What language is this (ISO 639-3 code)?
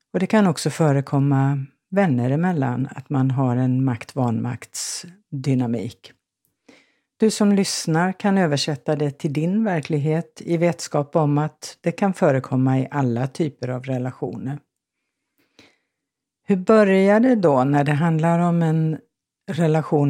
swe